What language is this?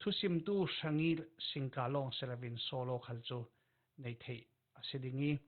Falam Chin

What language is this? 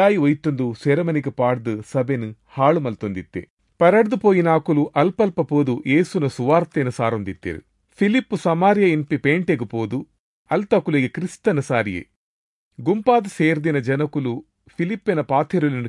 Tulu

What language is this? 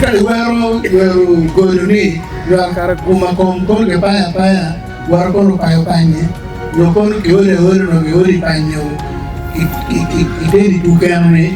Acoli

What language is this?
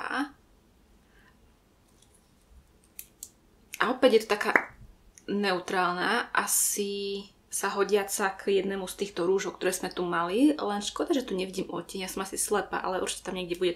Slovak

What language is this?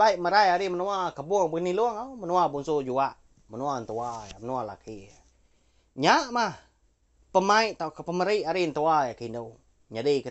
Iban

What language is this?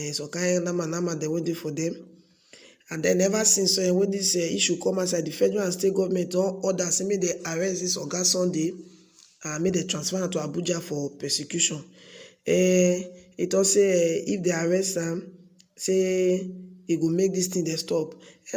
Nigerian Pidgin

